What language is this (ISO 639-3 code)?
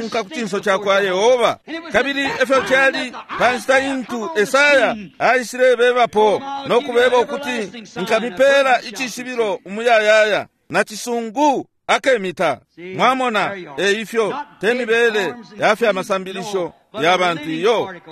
bem